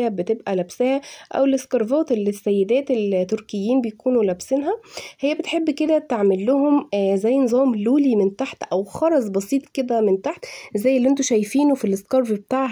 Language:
Egyptian Arabic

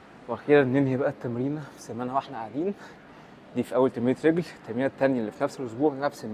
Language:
Egyptian Arabic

